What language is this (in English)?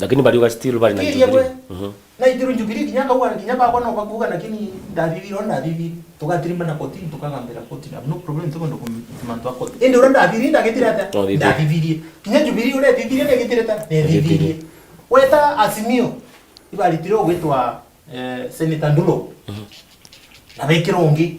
Meru